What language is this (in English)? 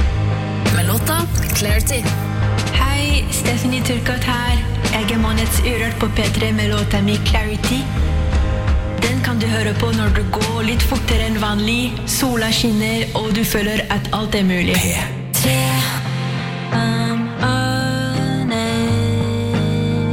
Norwegian